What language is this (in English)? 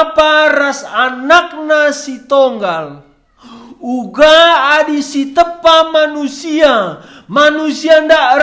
Batak Karo